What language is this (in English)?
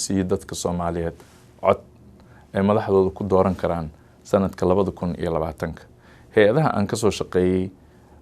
Somali